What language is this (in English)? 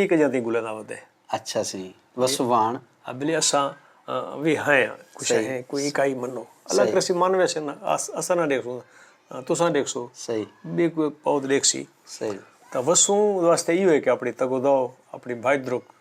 Saraiki